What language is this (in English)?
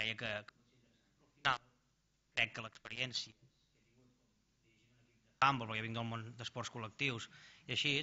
Catalan